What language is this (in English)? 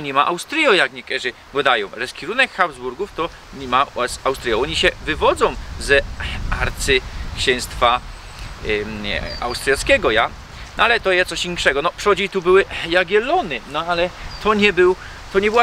Silesian